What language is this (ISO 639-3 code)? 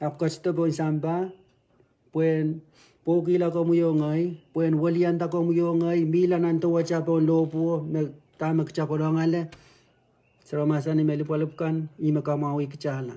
pon